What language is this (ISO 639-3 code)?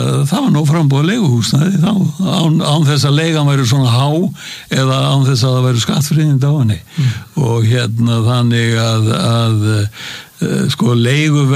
isl